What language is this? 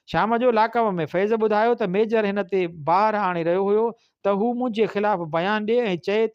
Sindhi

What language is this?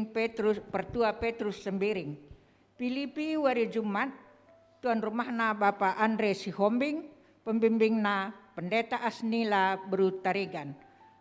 Batak Karo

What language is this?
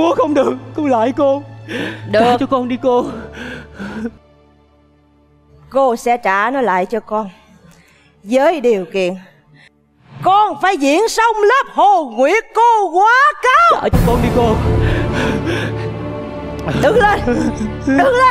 Vietnamese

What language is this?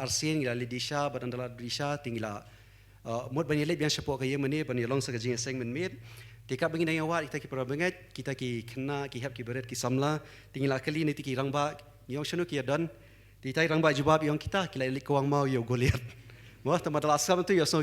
Khasi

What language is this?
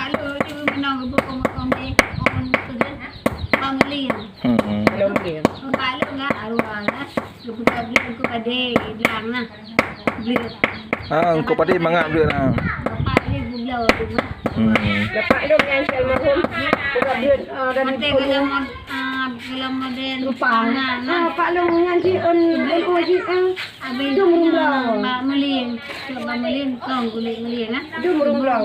Achinese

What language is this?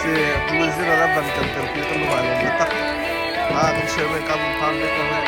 Hakha Chin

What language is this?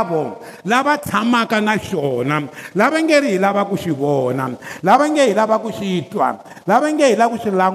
Tsonga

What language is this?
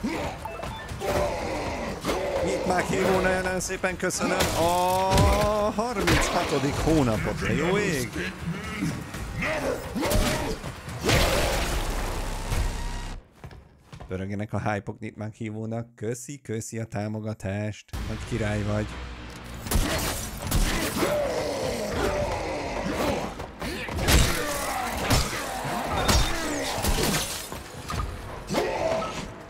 Hungarian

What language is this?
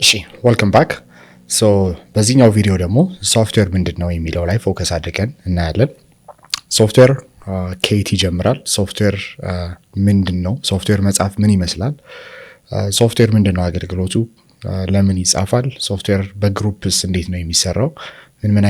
Amharic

